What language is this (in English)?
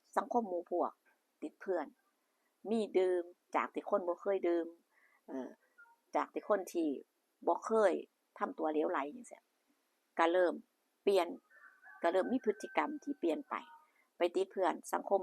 Lao